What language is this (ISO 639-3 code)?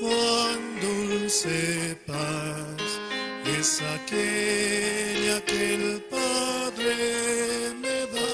aym